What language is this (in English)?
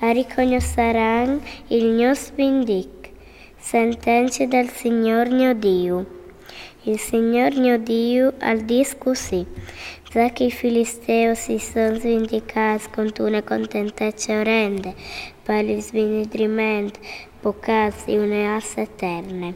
Friulian